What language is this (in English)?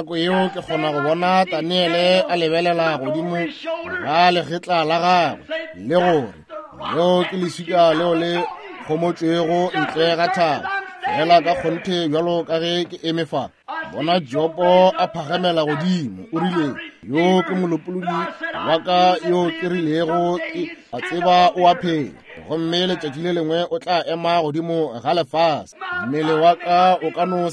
Northern Sotho